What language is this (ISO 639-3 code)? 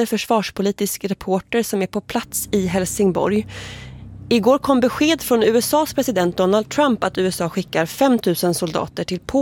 swe